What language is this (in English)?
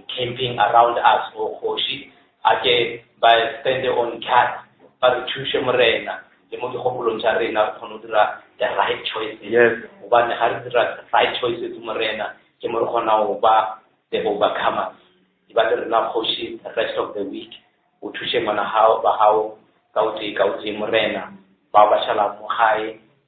Northern Sotho